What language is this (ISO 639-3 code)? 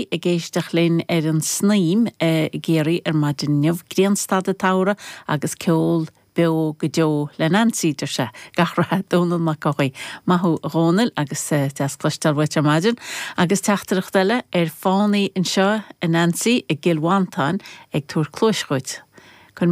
gle